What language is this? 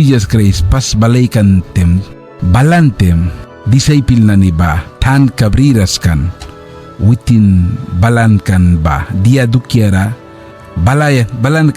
Mískito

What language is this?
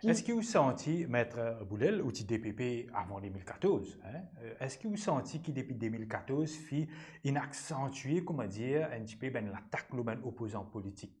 Morisyen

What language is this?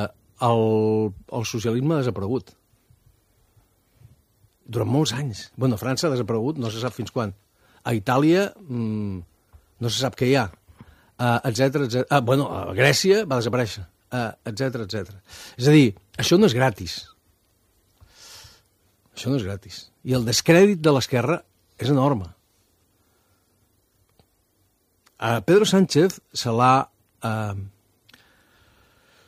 Catalan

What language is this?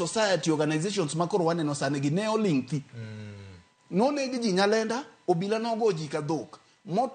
Luo (Kenya and Tanzania)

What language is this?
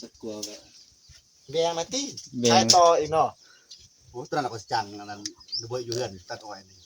Northeastern Thai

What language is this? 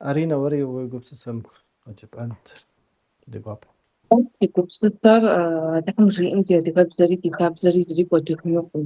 Kabardian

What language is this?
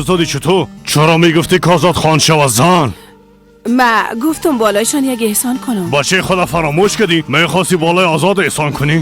Persian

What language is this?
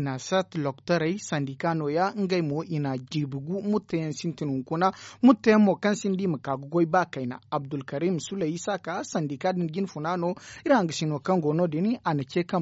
Zarma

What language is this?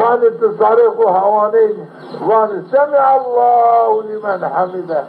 Zaza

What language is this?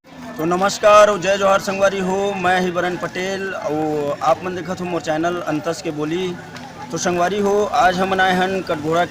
Chhattisgarhi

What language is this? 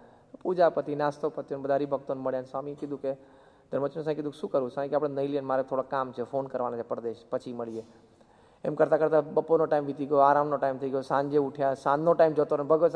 Gujarati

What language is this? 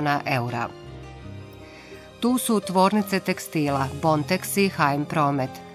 Bosnian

